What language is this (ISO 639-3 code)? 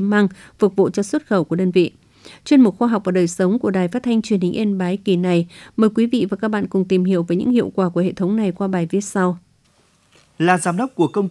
vie